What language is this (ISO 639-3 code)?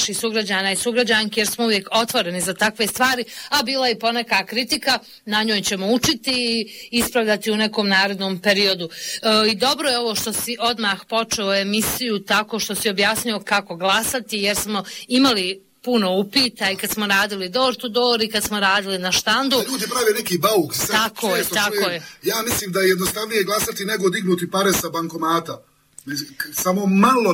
bos